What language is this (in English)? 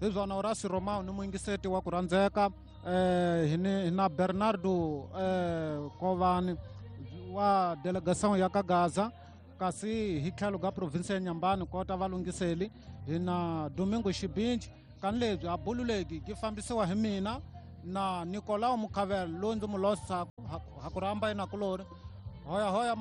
Tsonga